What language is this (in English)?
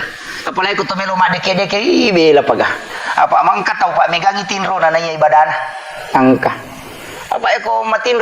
Buginese